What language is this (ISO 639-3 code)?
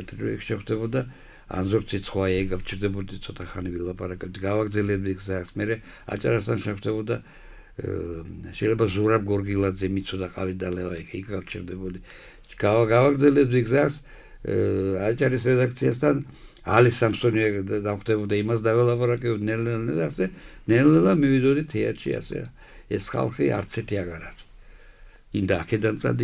kat